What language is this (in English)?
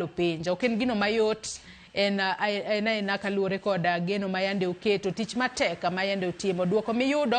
Luo (Kenya and Tanzania)